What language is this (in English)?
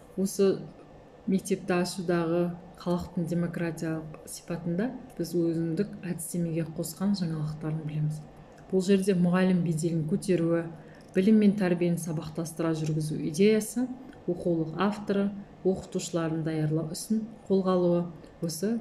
Kazakh